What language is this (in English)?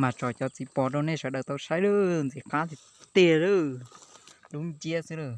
Hmong